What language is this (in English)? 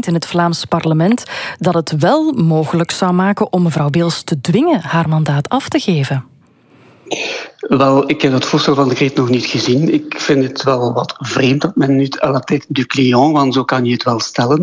Dutch